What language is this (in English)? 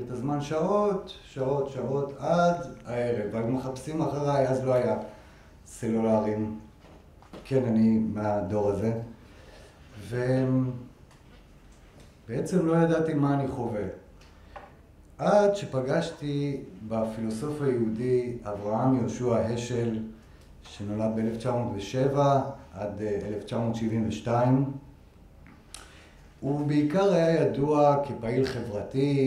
Hebrew